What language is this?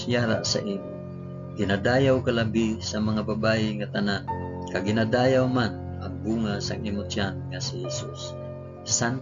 Hiligaynon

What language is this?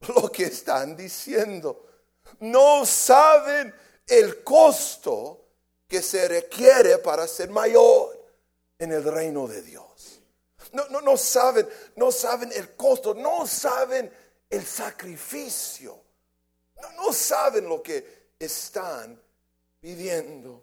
Spanish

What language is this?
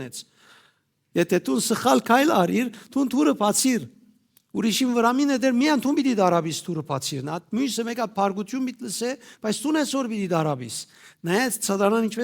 Western Armenian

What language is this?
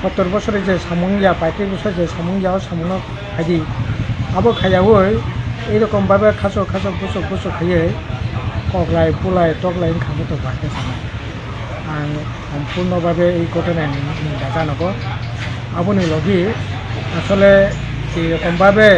Kok Borok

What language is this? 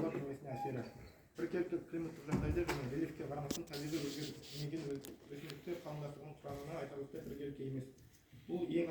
Kazakh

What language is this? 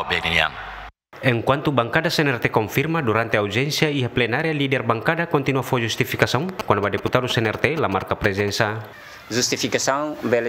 Tetum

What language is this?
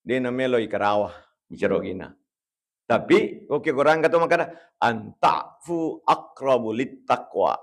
Buginese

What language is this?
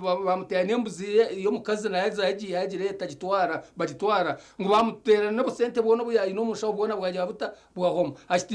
Nyankole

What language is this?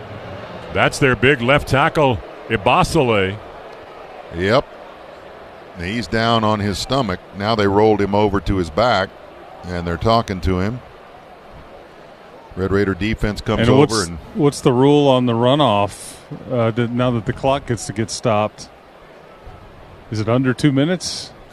English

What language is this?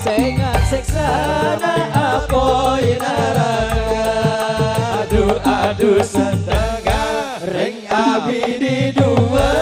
Madurese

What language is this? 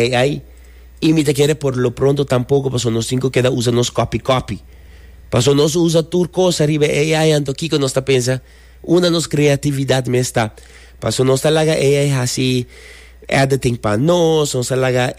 Papiamento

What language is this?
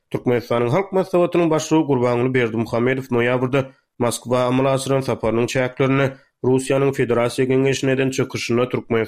Turkmen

